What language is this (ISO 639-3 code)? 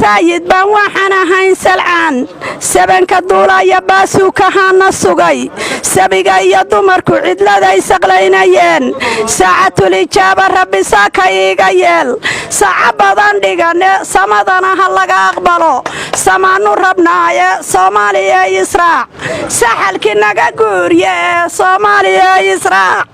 som